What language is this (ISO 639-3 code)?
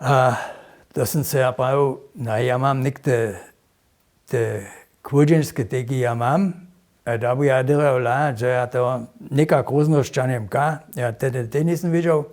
hsb